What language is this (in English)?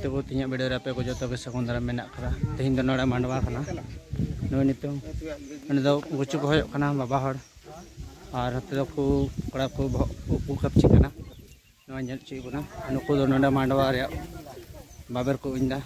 Santali